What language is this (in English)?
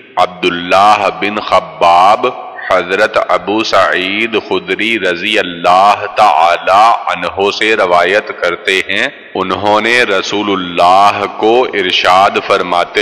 Urdu